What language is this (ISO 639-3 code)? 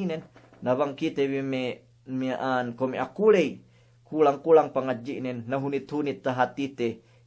yka